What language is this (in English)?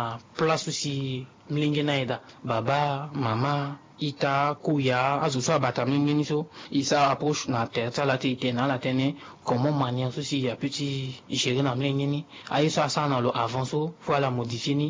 Sango